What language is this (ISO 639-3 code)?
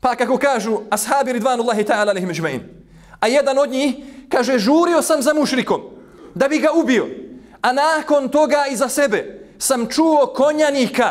bos